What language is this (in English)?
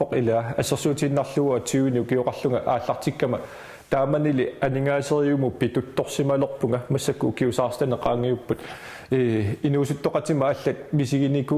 Kalaallisut